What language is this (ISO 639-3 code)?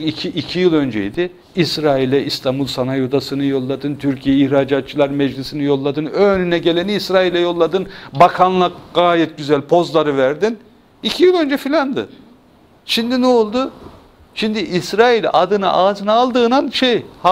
tur